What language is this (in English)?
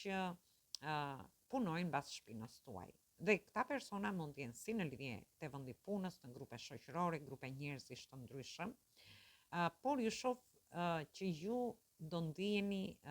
Albanian